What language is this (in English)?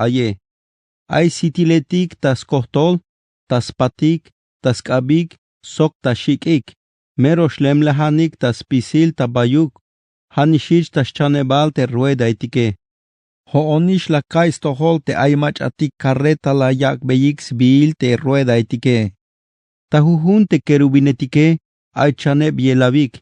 Tzeltal